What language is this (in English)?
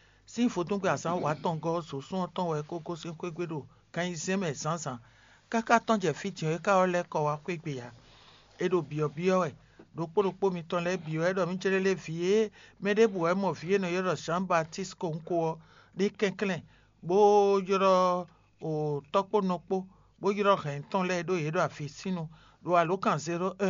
Fon